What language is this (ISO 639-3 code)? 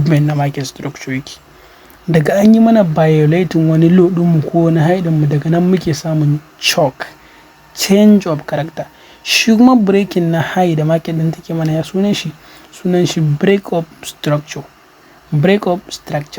hau